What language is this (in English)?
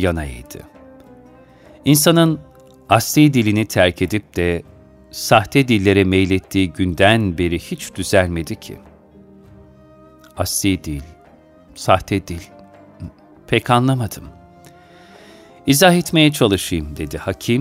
Turkish